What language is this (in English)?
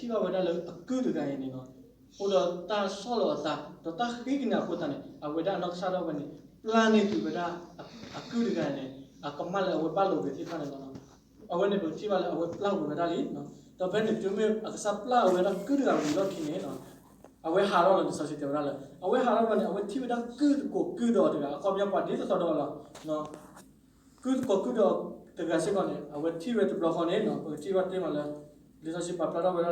S'gaw Karen